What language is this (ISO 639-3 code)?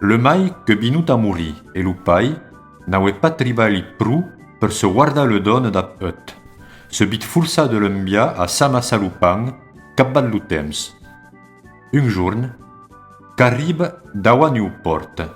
oci